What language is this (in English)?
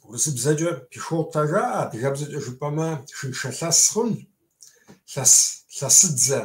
Kabardian